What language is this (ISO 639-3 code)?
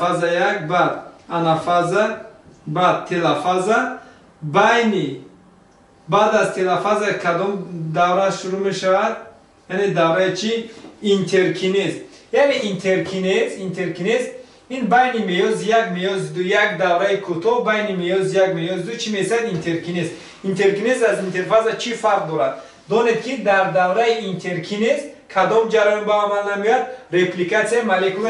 tgk